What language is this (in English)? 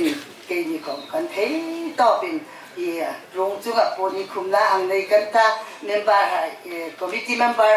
Hmar